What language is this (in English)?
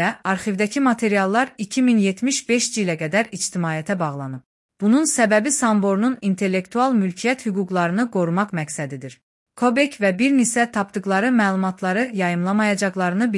Azerbaijani